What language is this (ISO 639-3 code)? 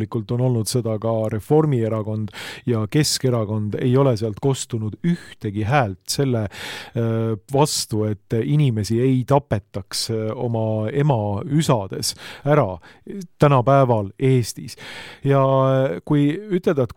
est